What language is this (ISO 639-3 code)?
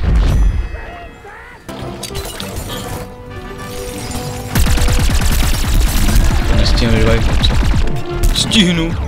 ces